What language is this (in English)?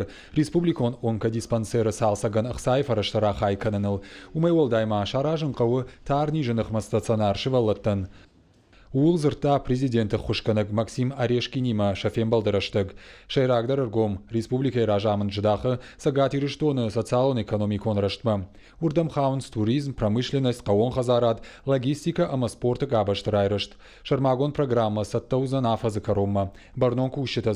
Ossetic